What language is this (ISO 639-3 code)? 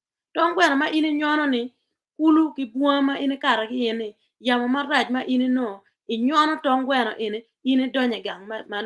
ach